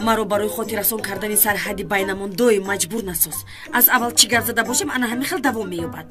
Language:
Tajik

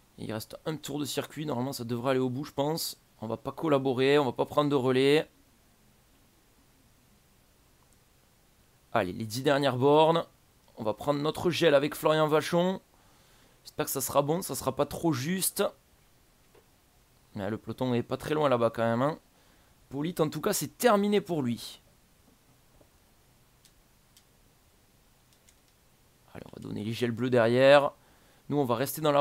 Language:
French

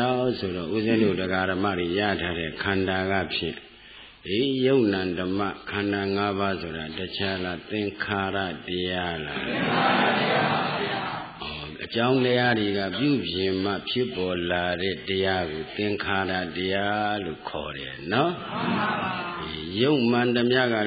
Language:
Burmese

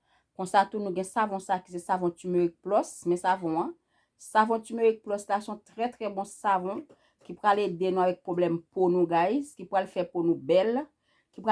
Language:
Haitian Creole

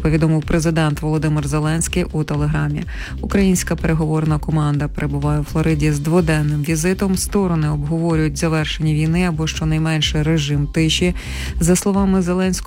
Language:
Ukrainian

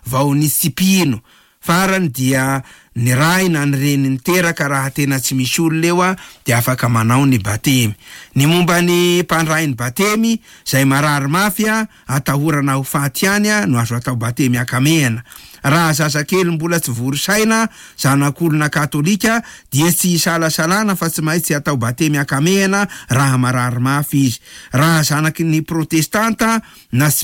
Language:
Malagasy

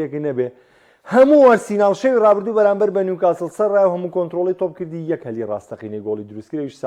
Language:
Central Kurdish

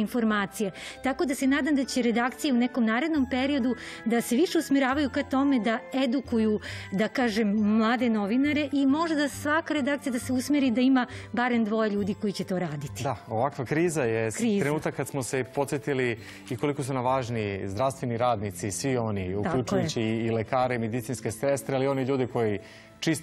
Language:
Serbian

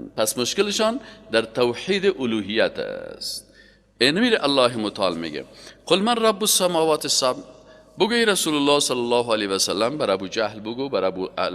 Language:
Persian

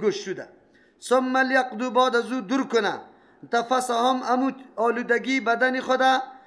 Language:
Persian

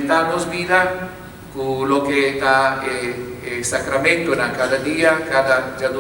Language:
Papiamento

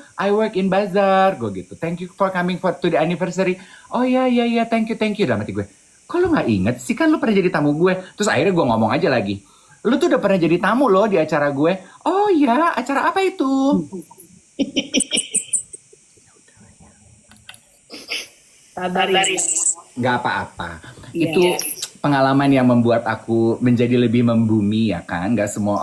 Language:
Indonesian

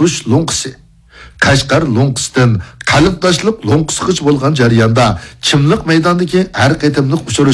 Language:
Uyghur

